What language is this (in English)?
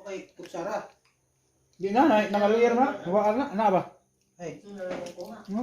Cebuano